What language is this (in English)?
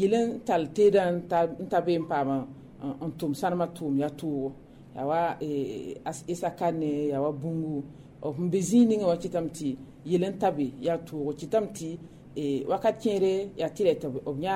Mossi